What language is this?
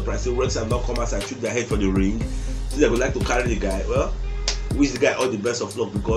Nigerian Pidgin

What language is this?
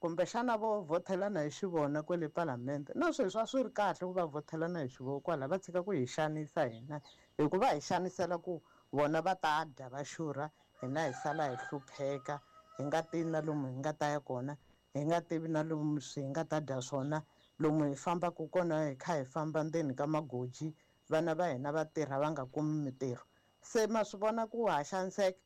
Tsonga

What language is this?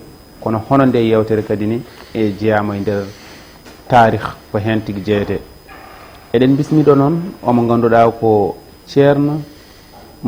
Fula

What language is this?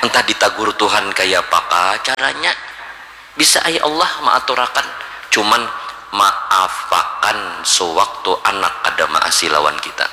Banjar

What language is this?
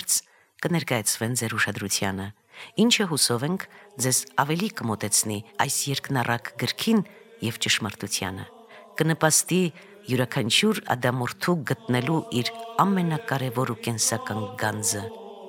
Armenian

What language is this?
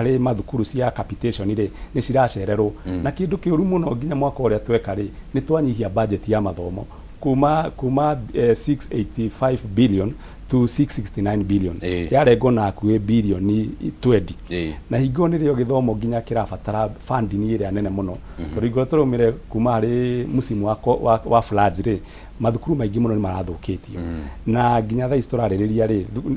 Kikuyu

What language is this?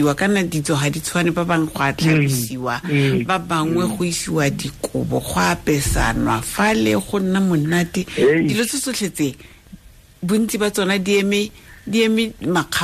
Tswana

